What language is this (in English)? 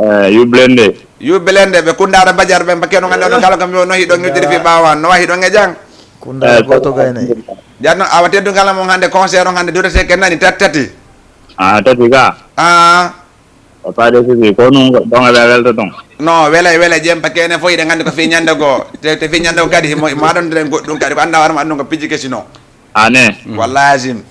Fula